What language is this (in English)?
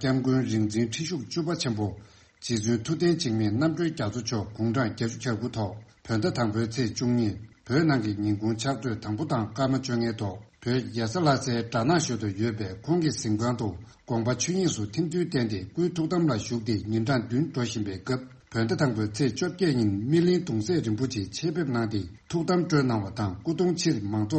Tibetan